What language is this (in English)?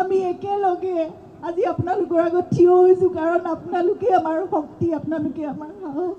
Assamese